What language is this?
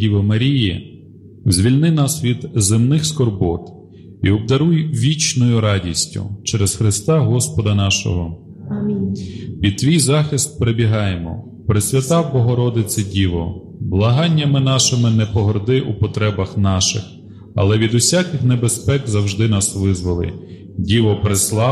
Ukrainian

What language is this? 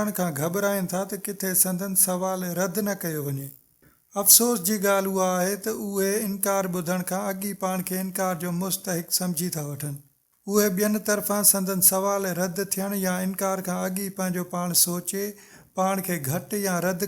Sindhi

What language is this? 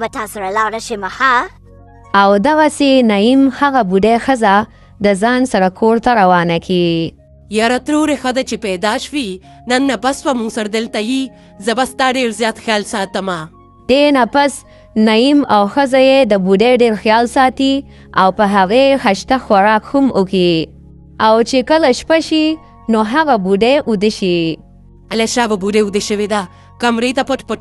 Pashto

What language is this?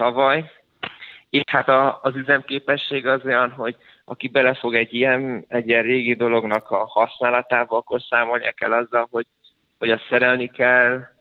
Hungarian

